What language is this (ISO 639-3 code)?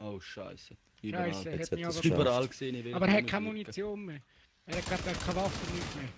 gsw